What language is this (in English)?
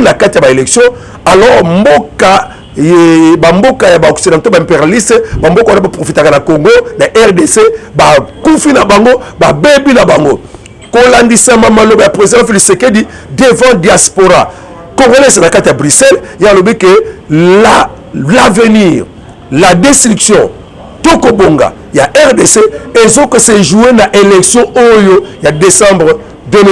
Lingala